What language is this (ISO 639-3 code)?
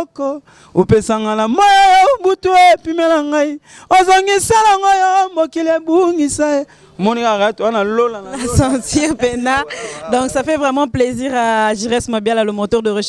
lin